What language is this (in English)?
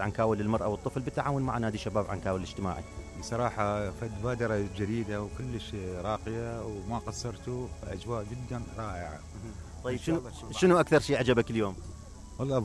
Mesopotamian Arabic